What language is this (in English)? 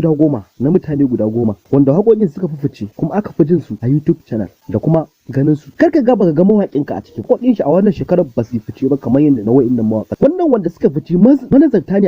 Hausa